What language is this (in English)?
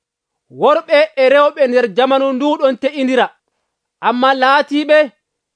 Nigerian Fulfulde